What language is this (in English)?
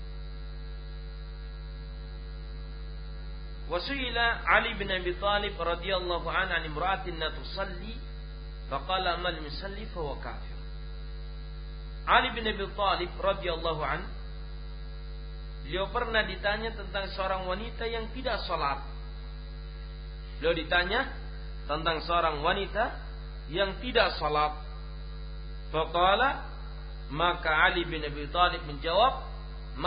Indonesian